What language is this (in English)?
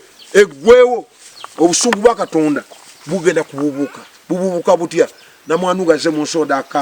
Ganda